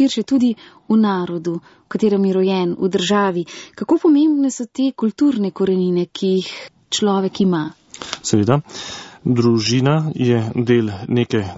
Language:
Slovenian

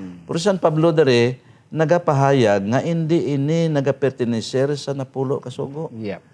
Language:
Hiligaynon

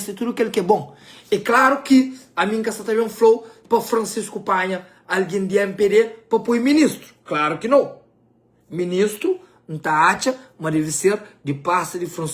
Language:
Kabuverdianu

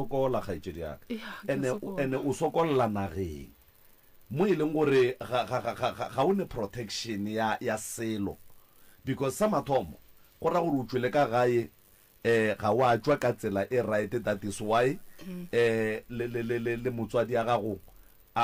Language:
Northern Sotho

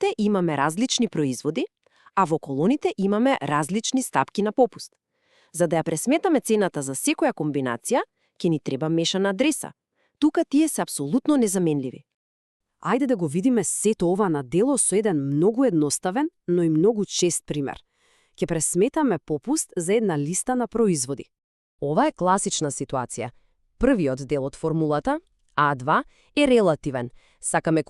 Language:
Macedonian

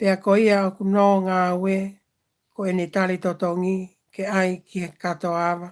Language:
Tongan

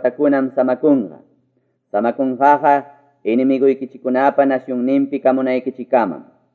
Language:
Ayacucho Quechua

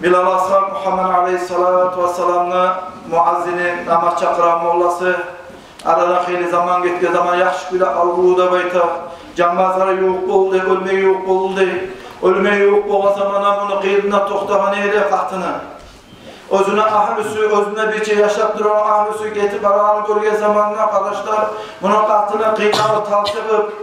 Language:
Kumyk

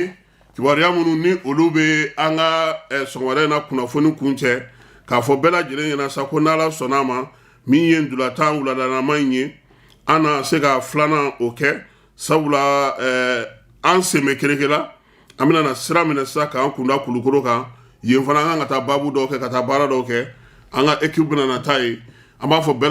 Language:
Bambara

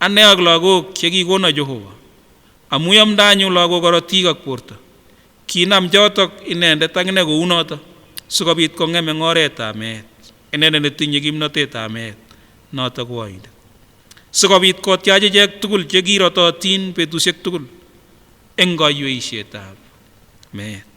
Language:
Kipsigis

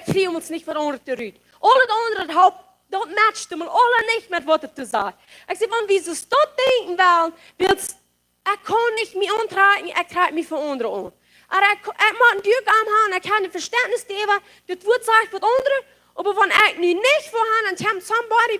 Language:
Plautdietsch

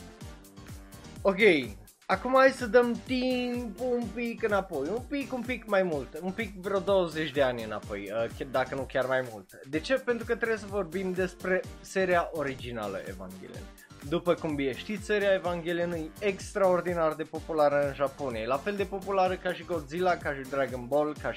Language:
Romanian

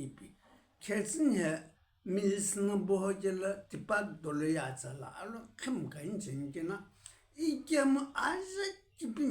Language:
Sumi Naga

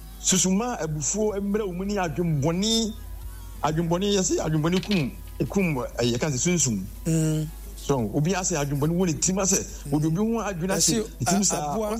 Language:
Akan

